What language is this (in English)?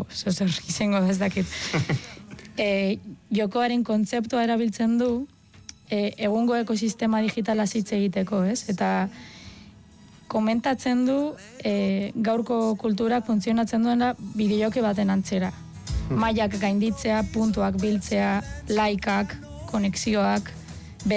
Basque